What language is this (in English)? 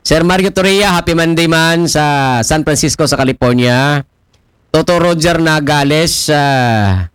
Aklanon